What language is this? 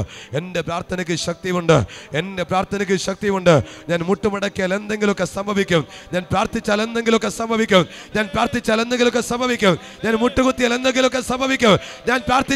Malayalam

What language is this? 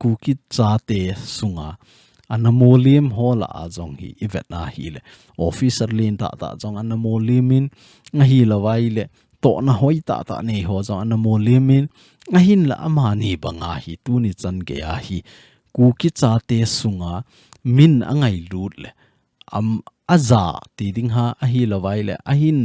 Thado Chin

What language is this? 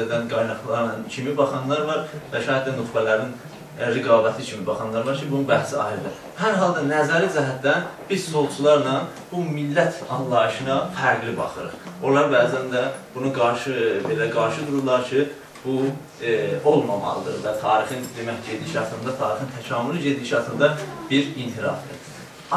South Azerbaijani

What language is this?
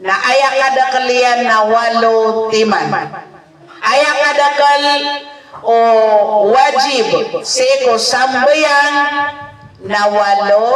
Maranao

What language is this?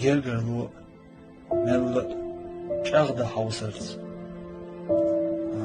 Chechen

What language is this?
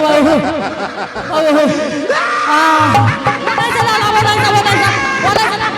Angika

